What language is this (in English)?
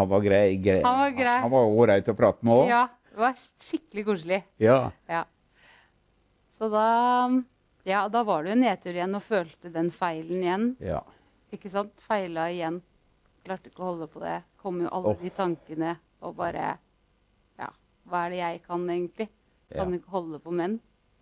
Norwegian